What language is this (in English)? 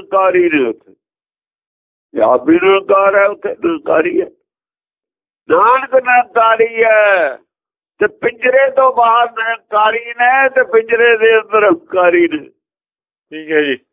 Punjabi